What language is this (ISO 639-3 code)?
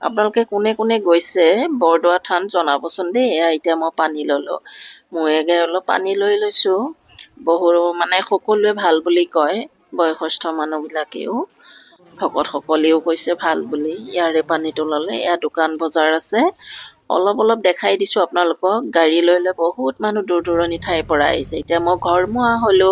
asm